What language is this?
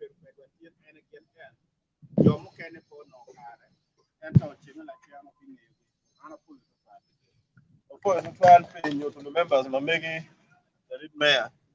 Acoli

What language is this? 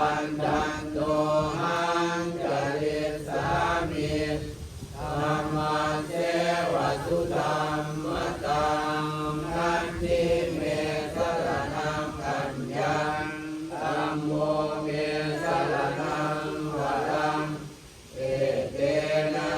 Pali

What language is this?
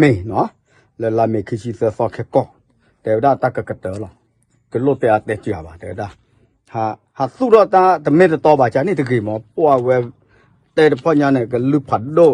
S'gaw Karen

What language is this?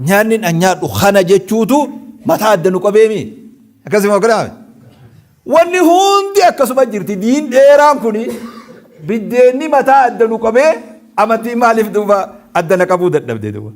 Oromo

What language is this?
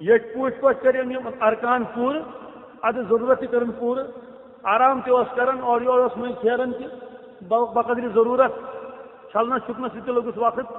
Kashmiri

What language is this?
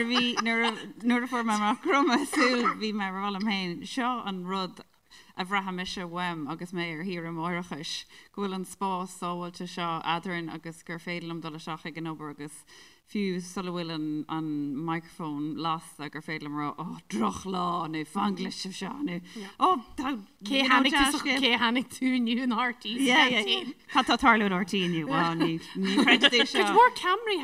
Irish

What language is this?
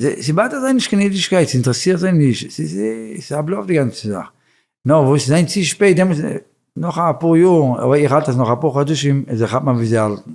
Yiddish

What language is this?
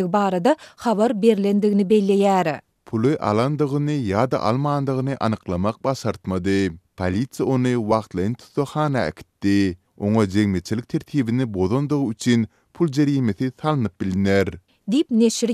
Turkmen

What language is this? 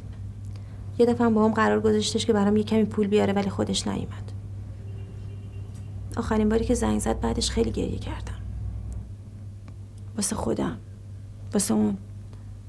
Persian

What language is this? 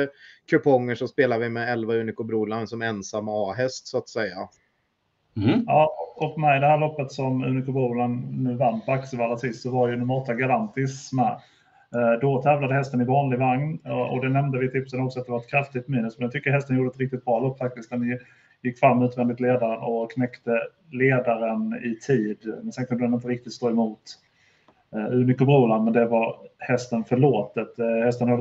Swedish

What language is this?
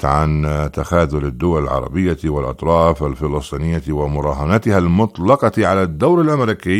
Arabic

